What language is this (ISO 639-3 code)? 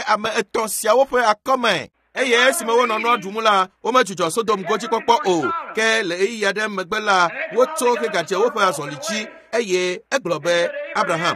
ewe